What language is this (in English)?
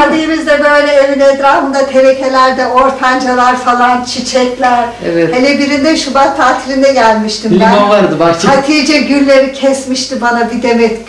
Turkish